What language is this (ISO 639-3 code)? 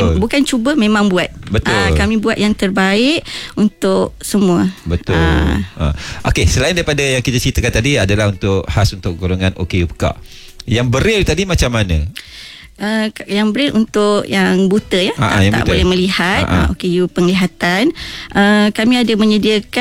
msa